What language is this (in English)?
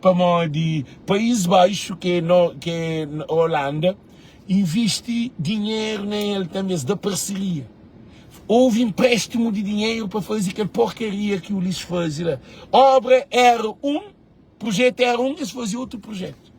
Kabuverdianu